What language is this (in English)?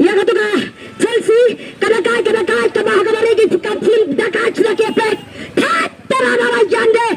Khasi